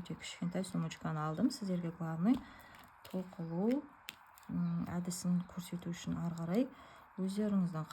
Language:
Kazakh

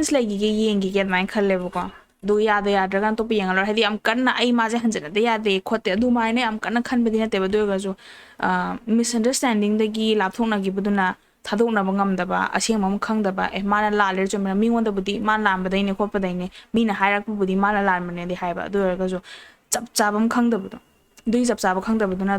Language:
Manipuri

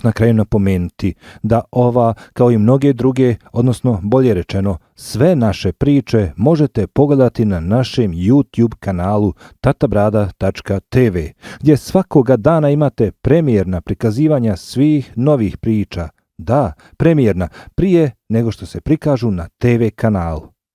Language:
Bosnian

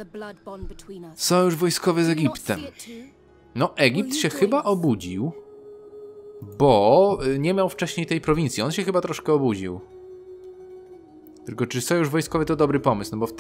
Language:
Polish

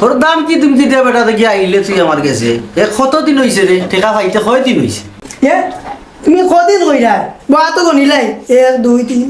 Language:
Sylheti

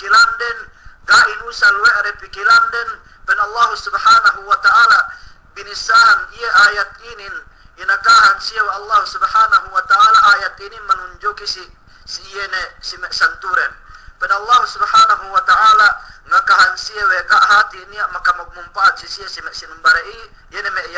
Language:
Yakan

